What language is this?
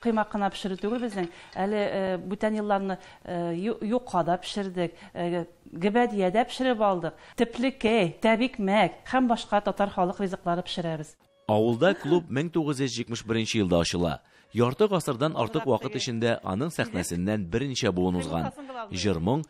Tatar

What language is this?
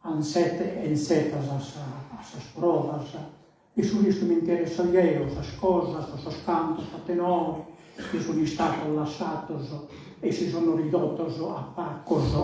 Sardinian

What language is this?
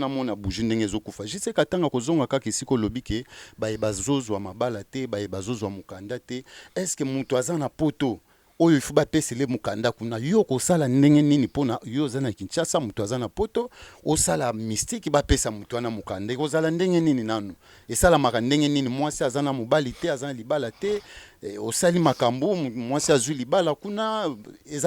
Lingala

